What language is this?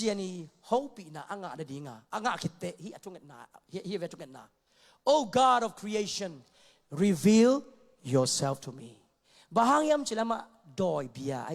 Tedim Chin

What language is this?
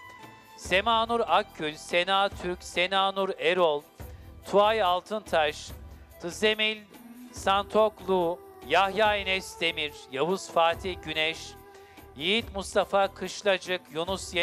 Turkish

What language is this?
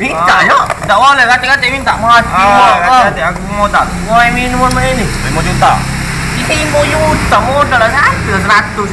Musi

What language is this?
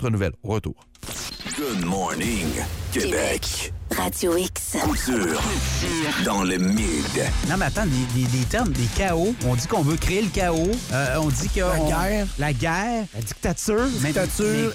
French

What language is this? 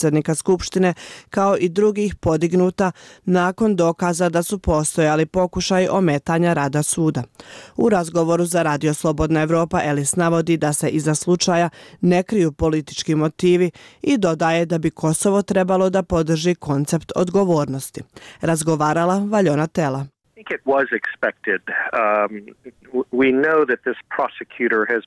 Croatian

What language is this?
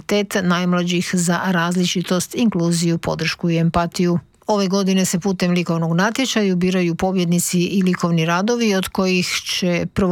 Croatian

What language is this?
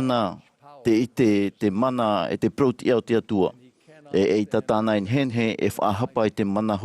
Tahitian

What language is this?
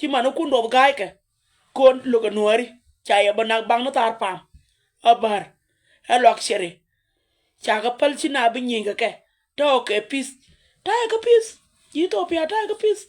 Nuer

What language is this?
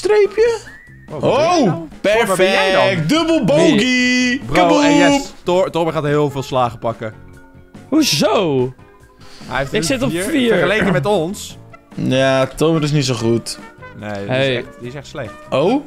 Dutch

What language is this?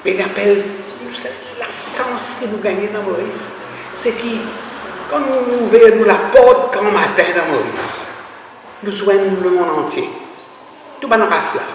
Morisyen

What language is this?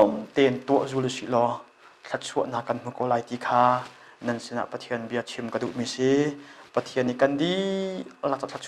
Hakha Chin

